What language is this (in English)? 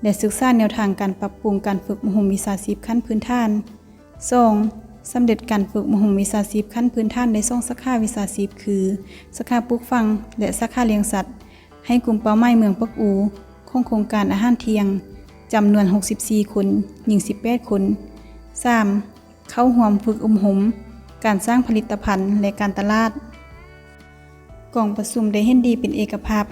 Lao